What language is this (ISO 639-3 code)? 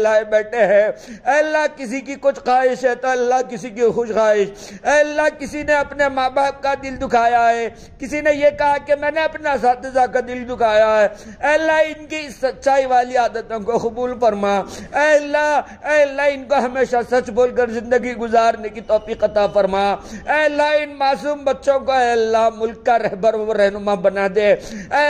urd